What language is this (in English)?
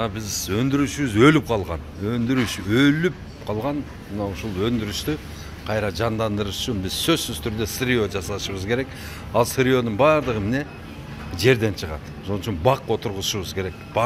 Kyrgyz